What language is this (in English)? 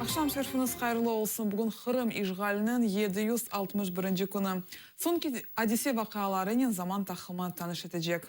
Crimean Tatar